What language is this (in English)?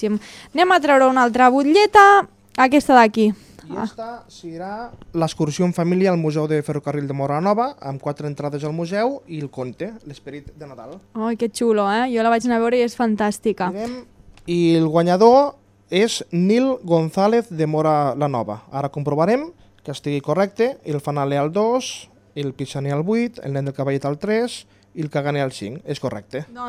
Catalan